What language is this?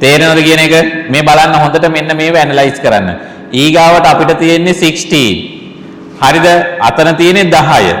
Sinhala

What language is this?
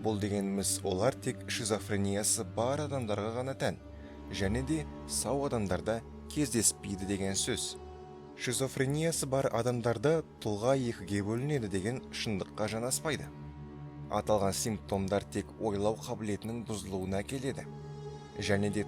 Kazakh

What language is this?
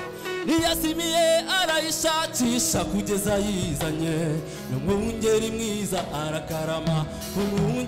Kinyarwanda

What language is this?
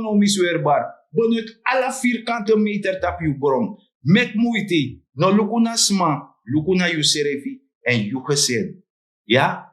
Sranan Tongo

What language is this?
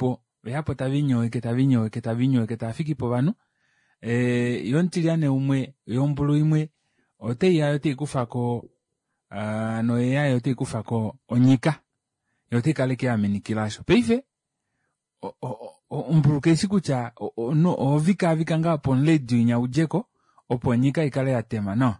Kuanyama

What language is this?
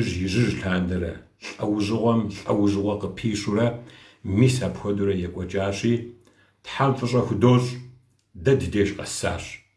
Kabardian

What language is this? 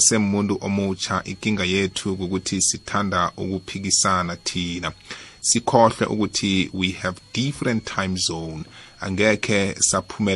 South Ndebele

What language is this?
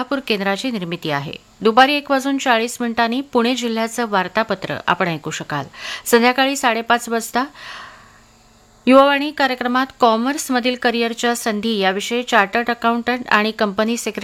Marathi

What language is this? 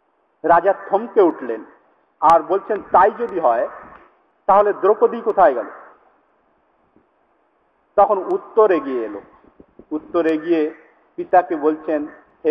Bangla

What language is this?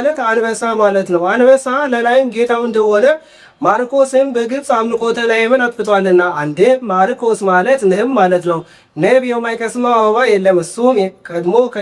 Amharic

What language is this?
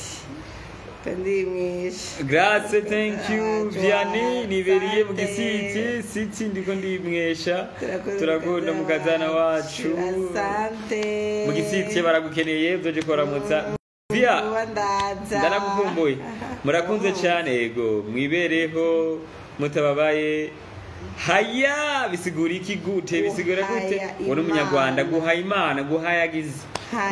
Rundi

